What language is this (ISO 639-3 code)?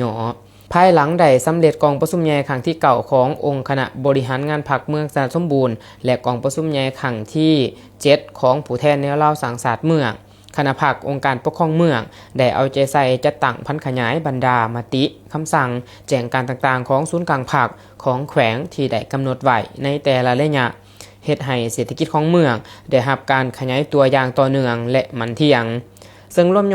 lao